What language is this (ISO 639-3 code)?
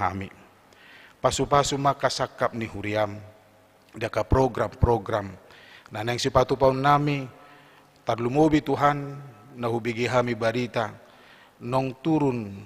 bbc